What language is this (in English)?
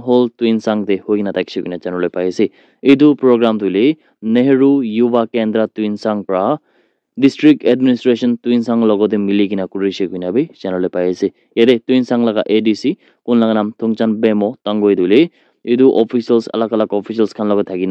Naga Pidgin